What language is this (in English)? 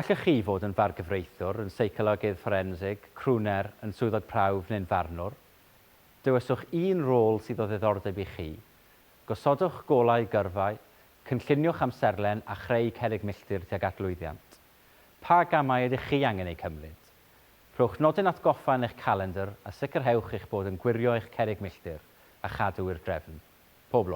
Welsh